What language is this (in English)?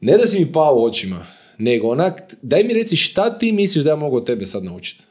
Croatian